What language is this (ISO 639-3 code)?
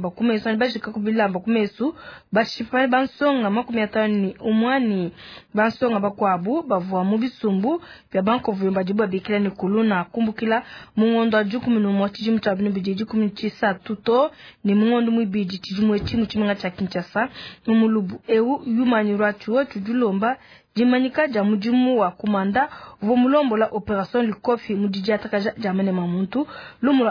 lua